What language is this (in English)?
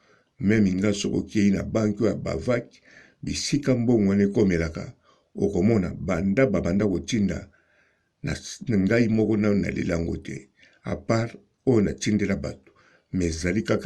Lingala